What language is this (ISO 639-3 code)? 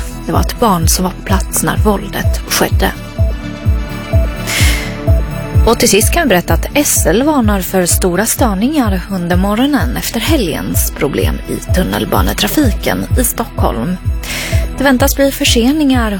swe